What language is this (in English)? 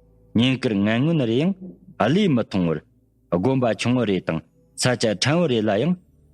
Tibetan